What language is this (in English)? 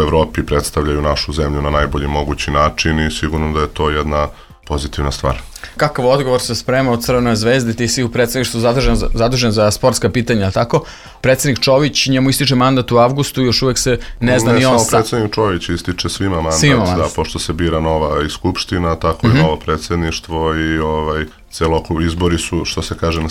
Serbian